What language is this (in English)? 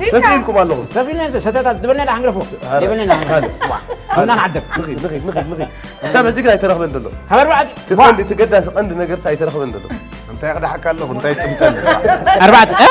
Tigrinya